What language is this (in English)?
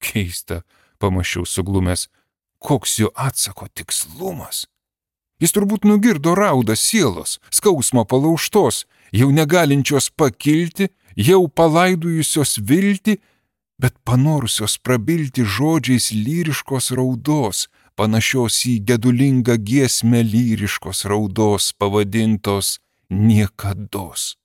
Lithuanian